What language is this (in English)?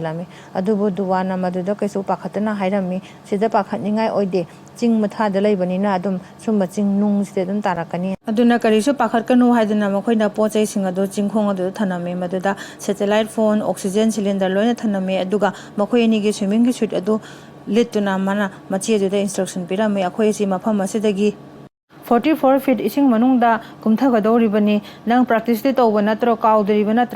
Manipuri